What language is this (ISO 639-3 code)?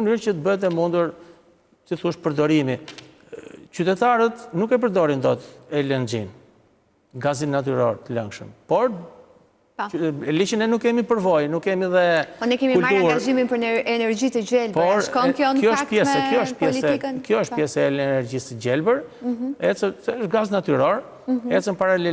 sqi